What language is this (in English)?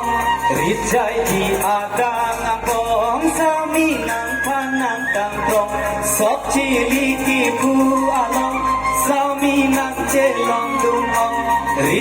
Karbi